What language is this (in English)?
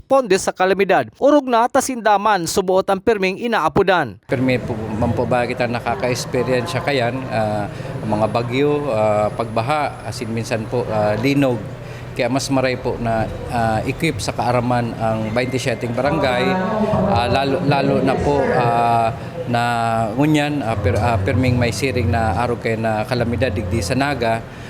Bikol